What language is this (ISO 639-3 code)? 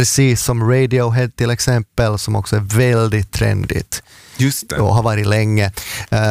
swe